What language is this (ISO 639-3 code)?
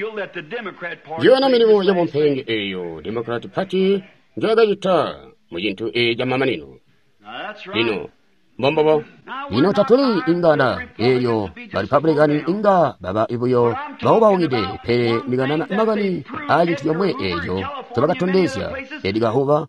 toi